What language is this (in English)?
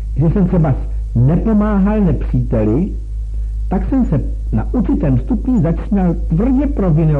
Czech